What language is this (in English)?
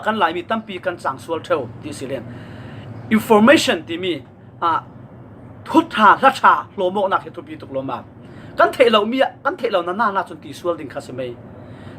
Falam Chin